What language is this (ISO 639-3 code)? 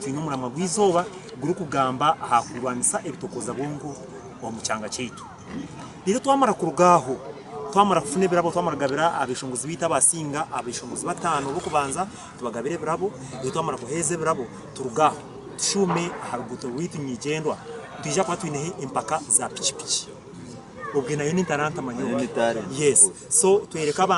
nyn